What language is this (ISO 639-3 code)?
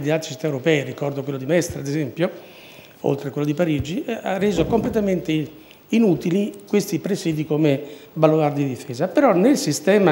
ita